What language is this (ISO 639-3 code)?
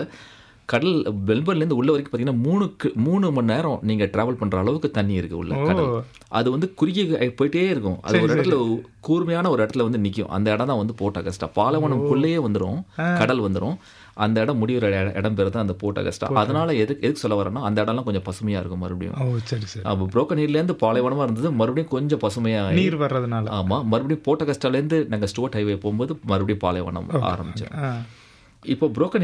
tam